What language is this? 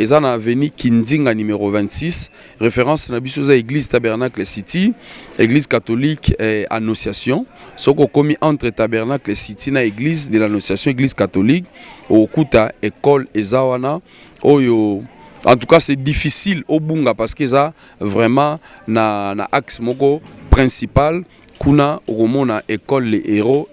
Lingala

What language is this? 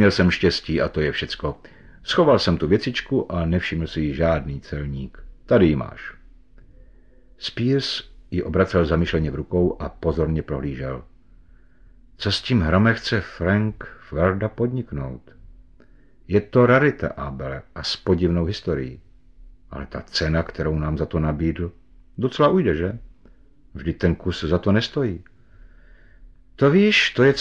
Czech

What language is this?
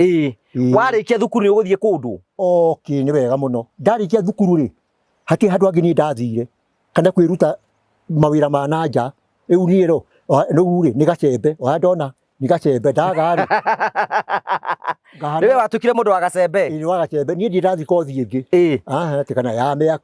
Kikuyu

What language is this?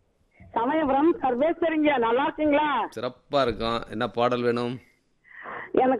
Tamil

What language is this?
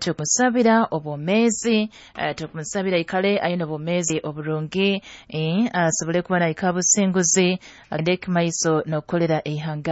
Nyoro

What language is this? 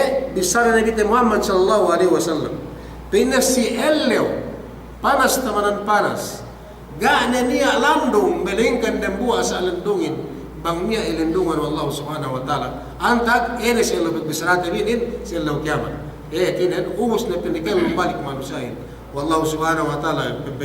Yakan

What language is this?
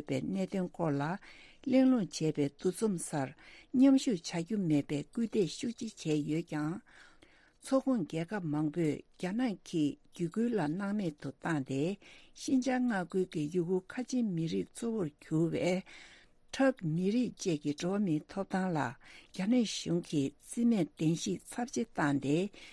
Tibetan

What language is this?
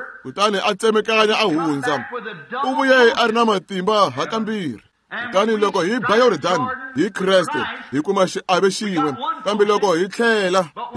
Tsonga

